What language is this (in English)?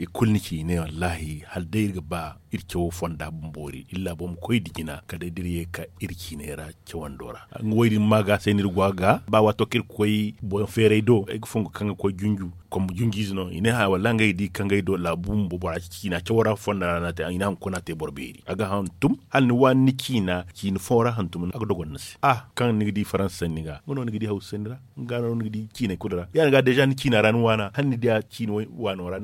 Zarma